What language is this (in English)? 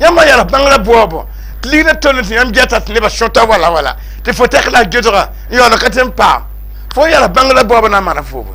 Mossi